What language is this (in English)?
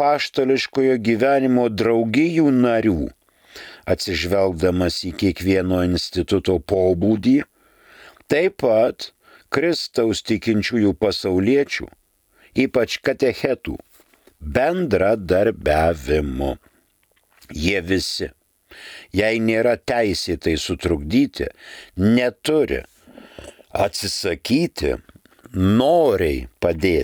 Lithuanian